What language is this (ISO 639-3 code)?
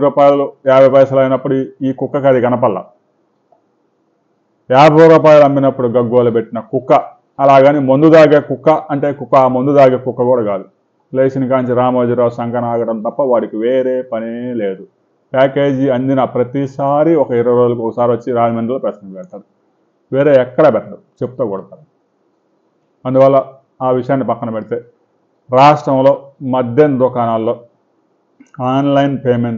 tel